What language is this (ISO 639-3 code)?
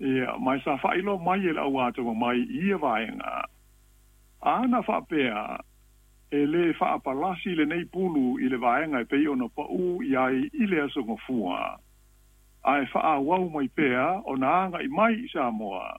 smo